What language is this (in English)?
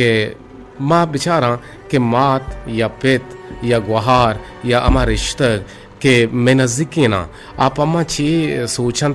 Eastern Balochi